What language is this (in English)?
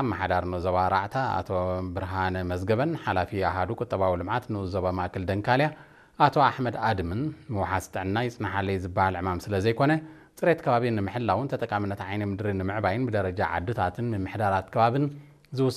Tigrinya